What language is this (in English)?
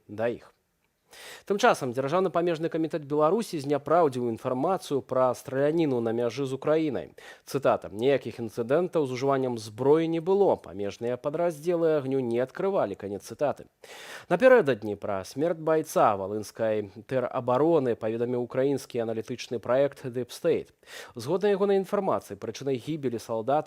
Belarusian